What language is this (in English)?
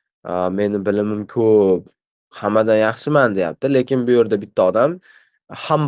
Uzbek